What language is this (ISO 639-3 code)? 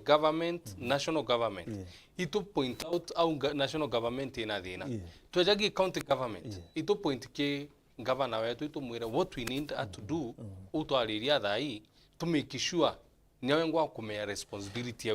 mer